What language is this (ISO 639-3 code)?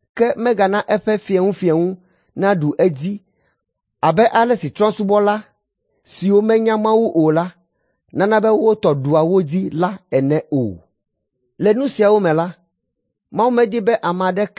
ewe